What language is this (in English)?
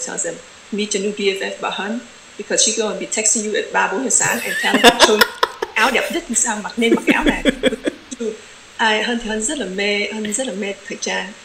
Vietnamese